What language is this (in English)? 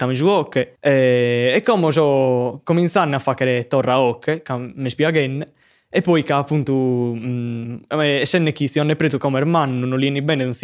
Sardinian